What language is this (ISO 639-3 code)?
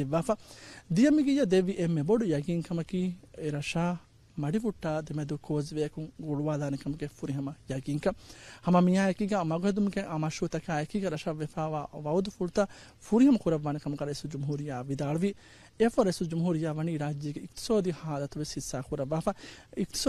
div